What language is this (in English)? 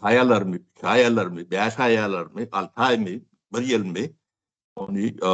Turkmen